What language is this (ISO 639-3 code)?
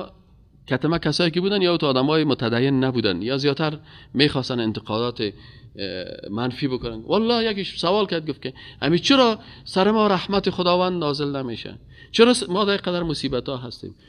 fas